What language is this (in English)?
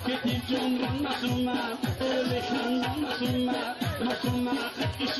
Tajik